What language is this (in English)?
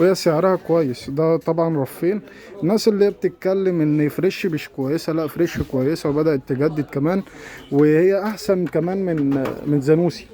Egyptian Arabic